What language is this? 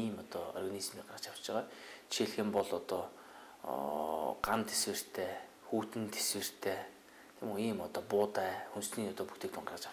Mongolian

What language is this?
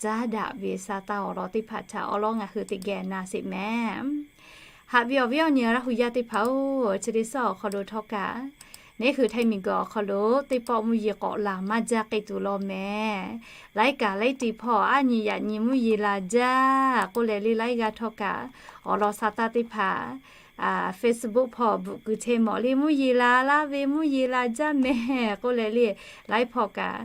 Lahu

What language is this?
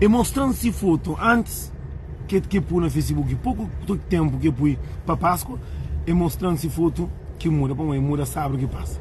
Kabuverdianu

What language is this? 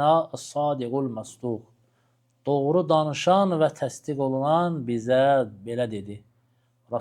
Azerbaijani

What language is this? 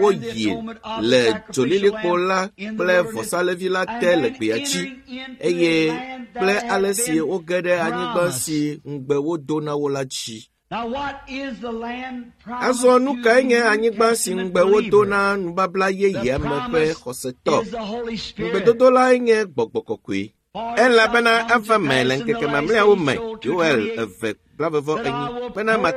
Ewe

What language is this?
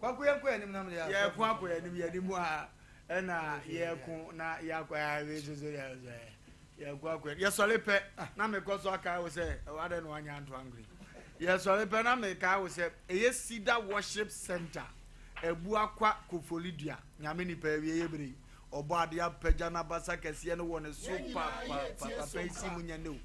Akan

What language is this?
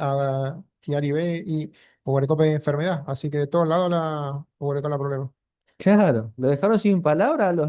Guarani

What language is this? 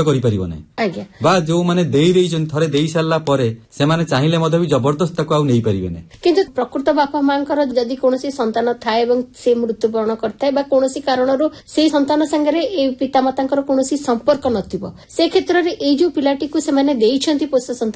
Odia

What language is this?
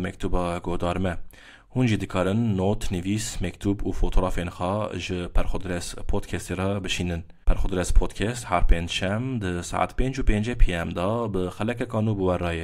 Kurdish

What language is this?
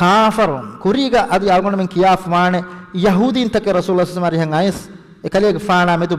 Divehi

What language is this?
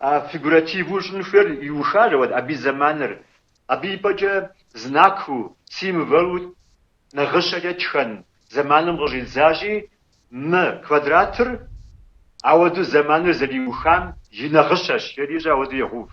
Kabardian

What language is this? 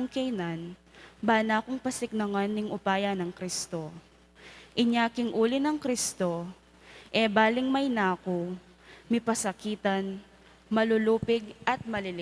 Pampanga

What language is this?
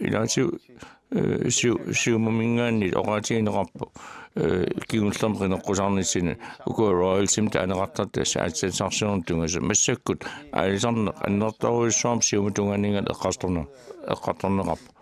Kalaallisut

